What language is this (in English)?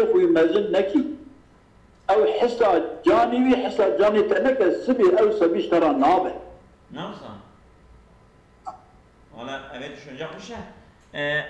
Arabic